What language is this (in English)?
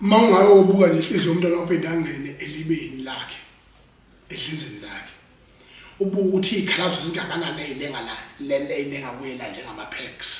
Zulu